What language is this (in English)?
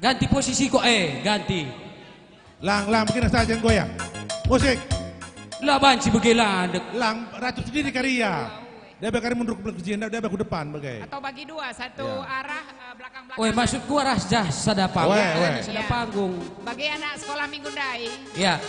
Batak Karo